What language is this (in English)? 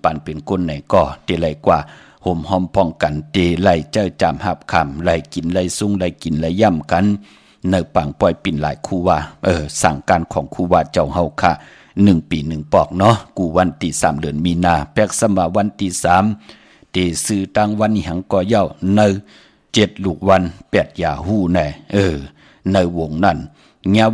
Shan